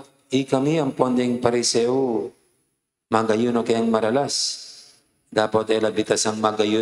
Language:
Pampanga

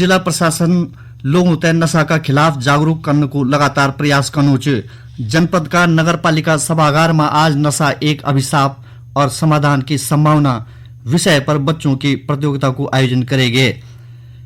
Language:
Garhwali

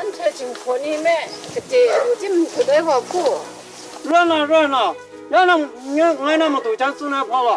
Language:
Kachin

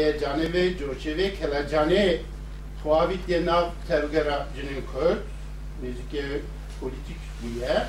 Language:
Kurdish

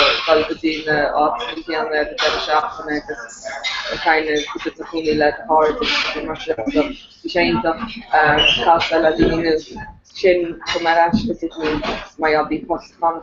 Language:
Irish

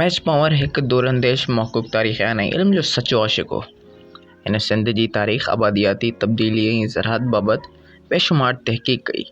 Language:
Sindhi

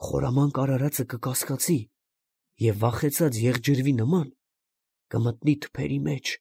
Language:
Armenian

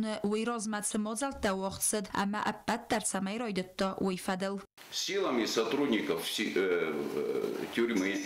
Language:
Ossetic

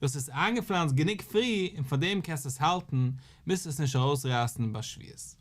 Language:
Yiddish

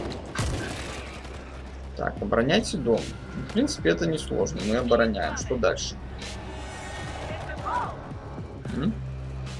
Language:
Russian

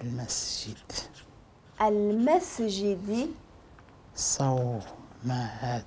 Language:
Moroccan Arabic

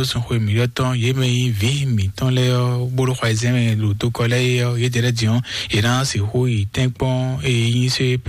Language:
Fon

